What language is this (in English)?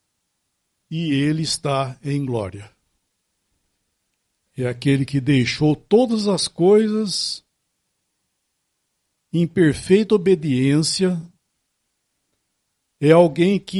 Portuguese